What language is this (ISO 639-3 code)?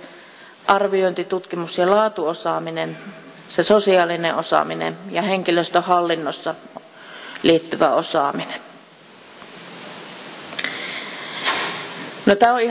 fin